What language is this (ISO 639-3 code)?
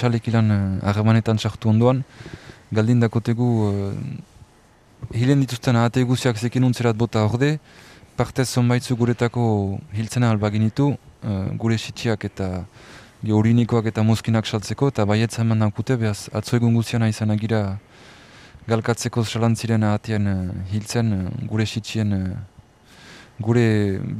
eus